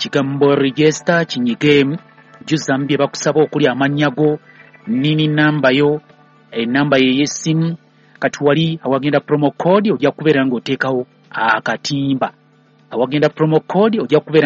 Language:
Ganda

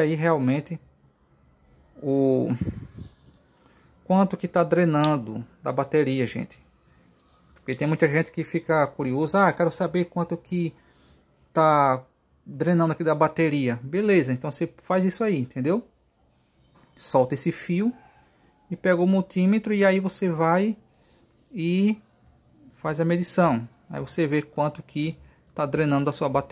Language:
Portuguese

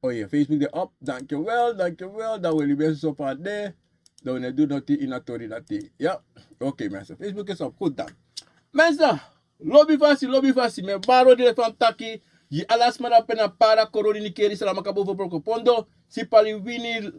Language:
Sranan Tongo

